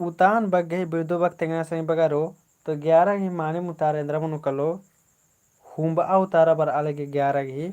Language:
Kurukh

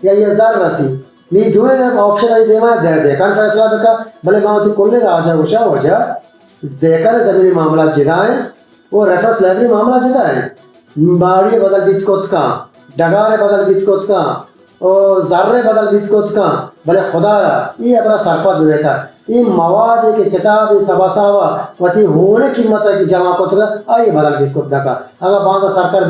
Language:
Baluchi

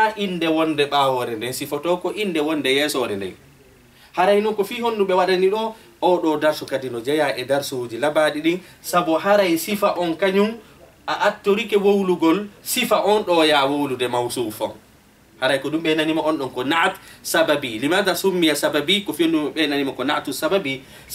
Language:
Fula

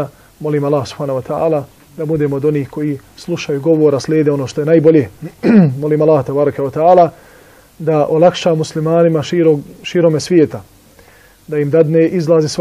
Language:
Bosnian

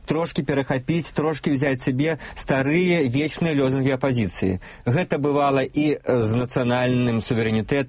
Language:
Belarusian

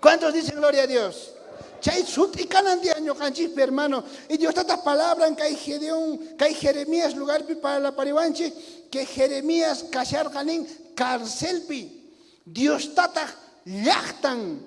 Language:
South Bolivian Quechua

